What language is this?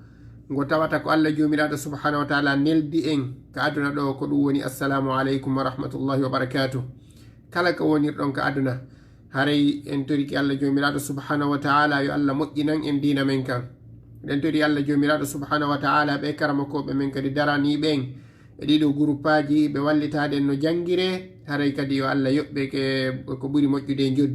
Fula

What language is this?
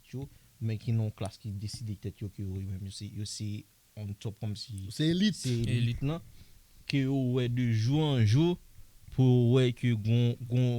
Haitian Creole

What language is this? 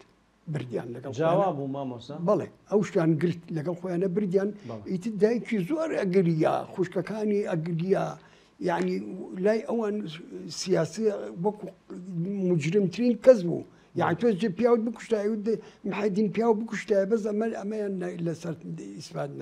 Central Kurdish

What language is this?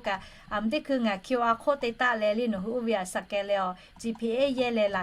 Lahu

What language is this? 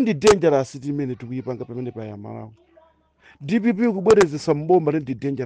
Nyanja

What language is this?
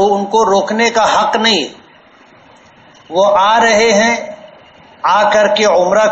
Urdu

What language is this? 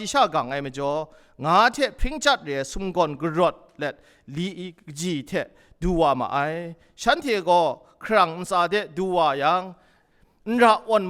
Kachin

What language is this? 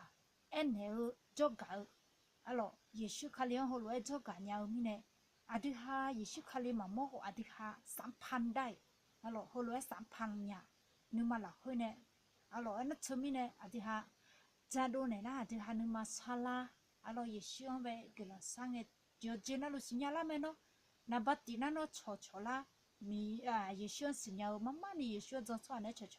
Akha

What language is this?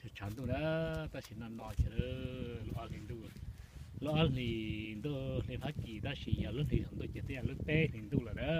Hmong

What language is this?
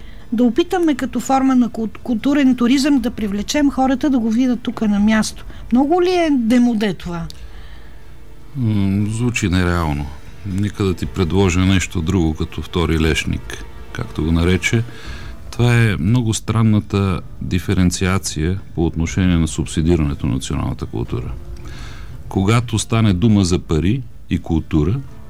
Bulgarian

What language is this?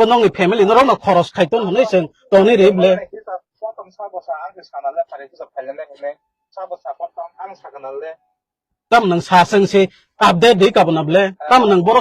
Kok Borok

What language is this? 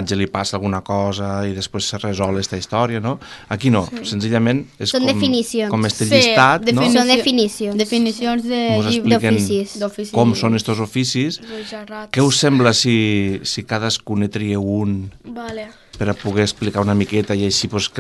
Catalan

